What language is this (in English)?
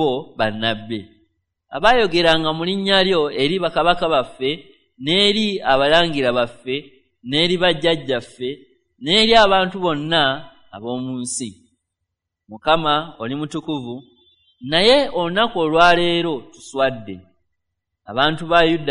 Ganda